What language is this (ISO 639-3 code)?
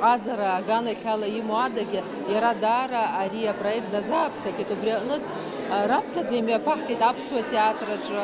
abk